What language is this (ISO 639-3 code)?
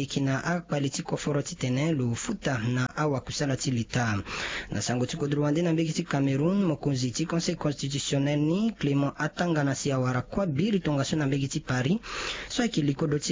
sag